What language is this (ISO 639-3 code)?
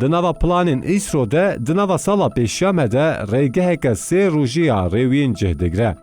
kur